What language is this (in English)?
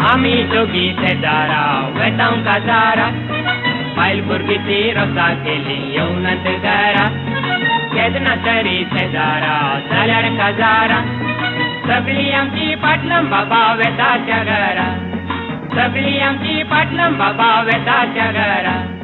Konkani